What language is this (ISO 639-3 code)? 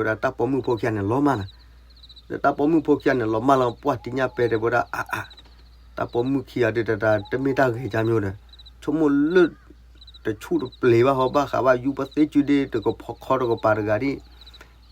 ksw